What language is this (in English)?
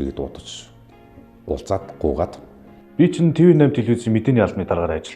Mongolian